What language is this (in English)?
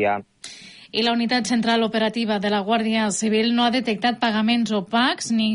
Catalan